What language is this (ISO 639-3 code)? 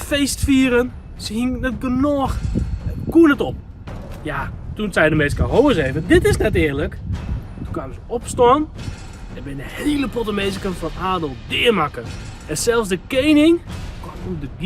fry